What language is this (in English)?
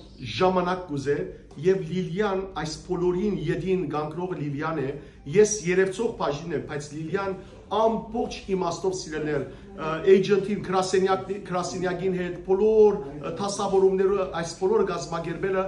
Western Armenian